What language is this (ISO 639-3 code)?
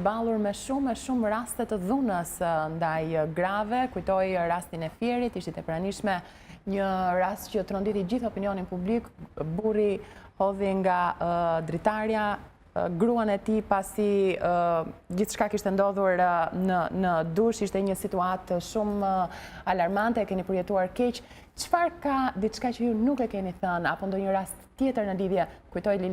sqi